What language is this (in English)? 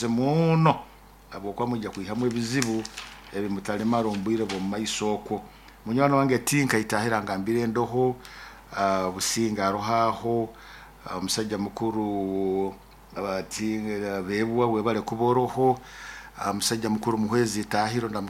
Nyoro